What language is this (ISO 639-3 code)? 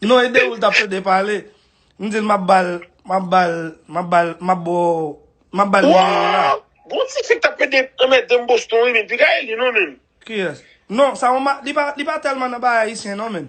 hat